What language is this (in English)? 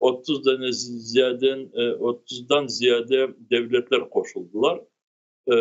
Crimean Tatar